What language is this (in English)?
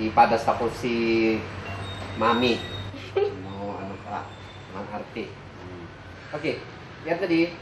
Kankanaey